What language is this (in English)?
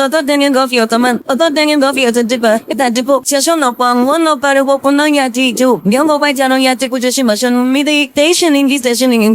Ndonga